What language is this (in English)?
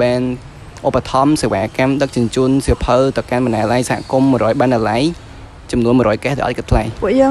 Khmer